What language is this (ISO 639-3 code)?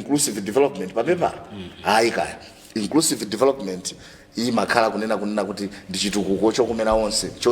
nya